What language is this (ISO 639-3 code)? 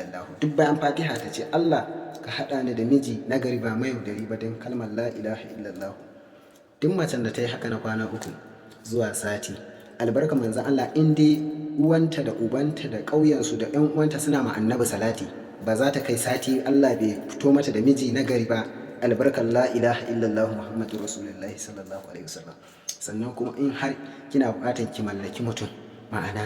hau